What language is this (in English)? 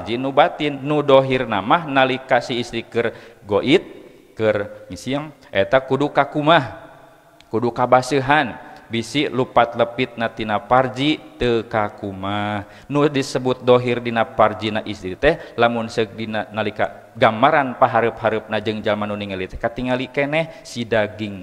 Sundanese